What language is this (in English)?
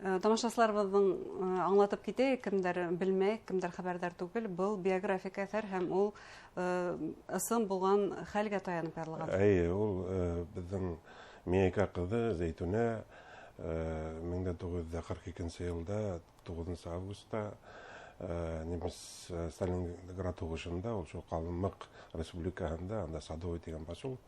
Bashkir